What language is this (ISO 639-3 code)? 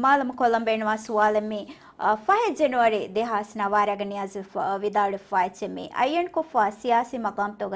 div